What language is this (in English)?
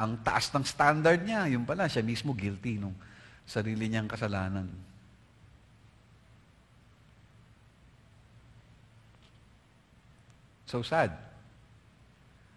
Filipino